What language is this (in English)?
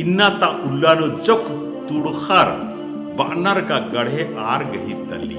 Kurukh